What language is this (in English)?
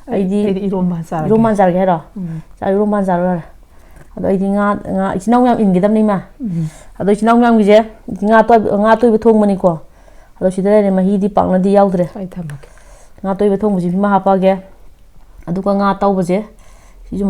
Manipuri